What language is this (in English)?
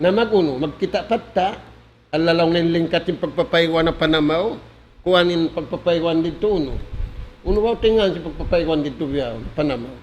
Tausug